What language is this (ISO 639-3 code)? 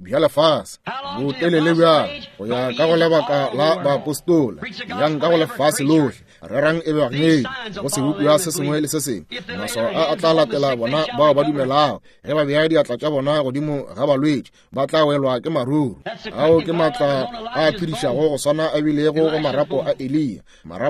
nso